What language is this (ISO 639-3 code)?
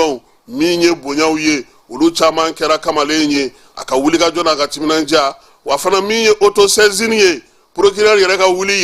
bam